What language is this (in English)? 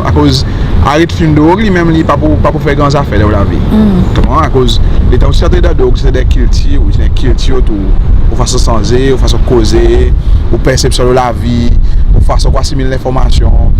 Seselwa Creole French